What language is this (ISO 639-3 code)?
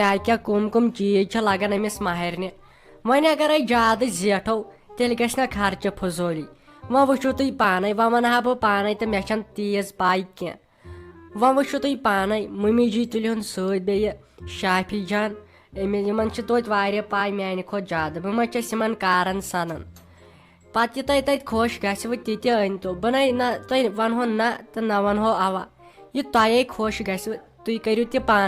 kas